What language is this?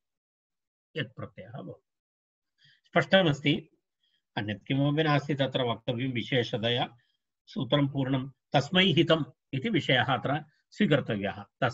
Sanskrit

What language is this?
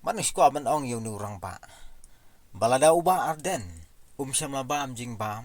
Khasi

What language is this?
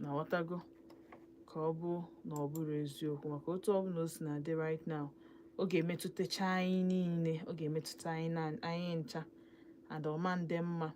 Igbo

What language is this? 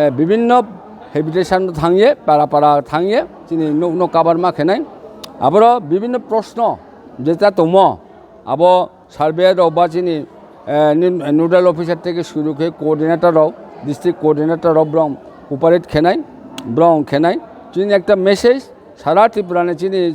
Riang (India)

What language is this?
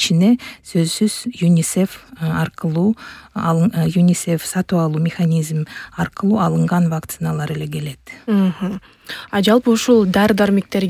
Kyrgyz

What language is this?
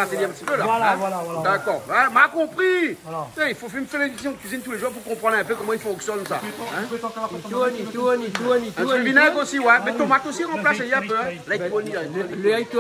Réunion Creole French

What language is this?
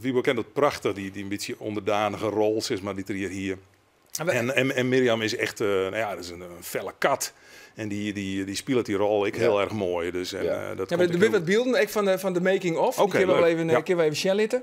Western Frisian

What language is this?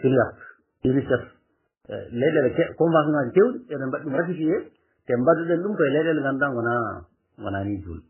Fula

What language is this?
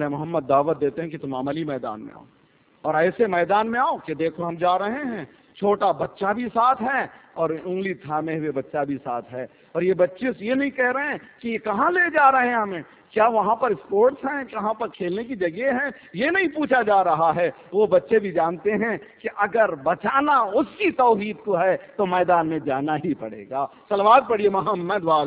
Urdu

